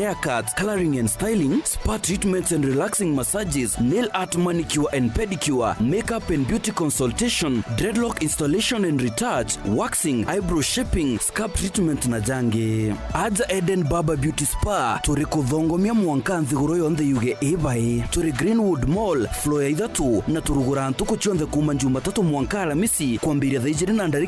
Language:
Meru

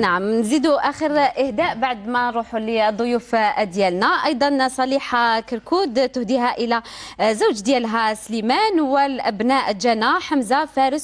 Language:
Algerian Arabic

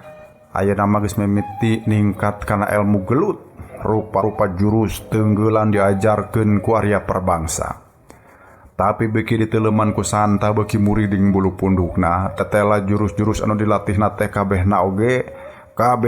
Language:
Sundanese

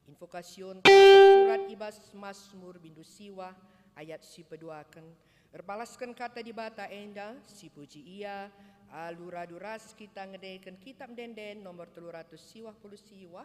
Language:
Batak Karo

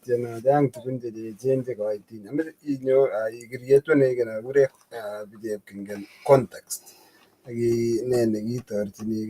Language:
Kalenjin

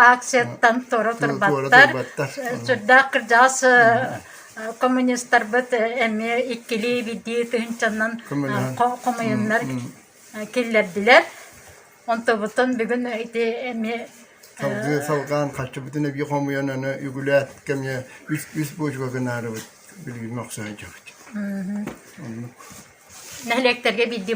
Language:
Yakut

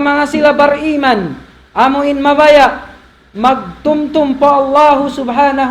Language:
Tausug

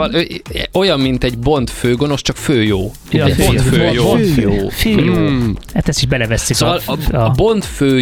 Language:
Hungarian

